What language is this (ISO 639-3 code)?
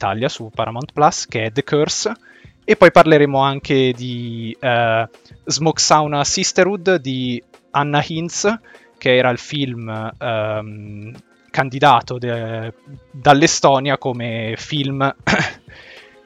ita